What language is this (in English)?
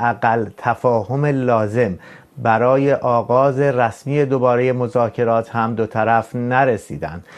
Persian